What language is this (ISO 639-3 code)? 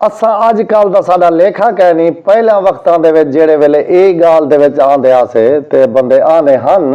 skr